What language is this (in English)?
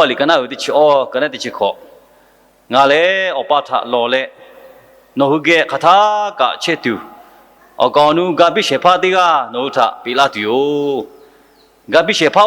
Lahu